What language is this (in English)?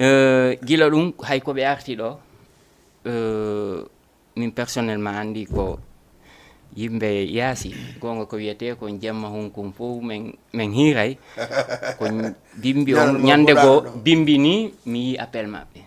Fula